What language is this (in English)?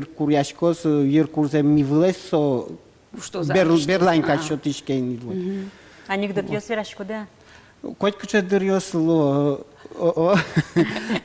Udmurt